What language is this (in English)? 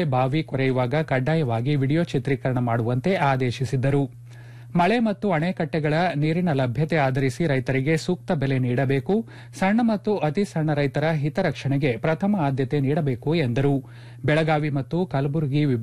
Kannada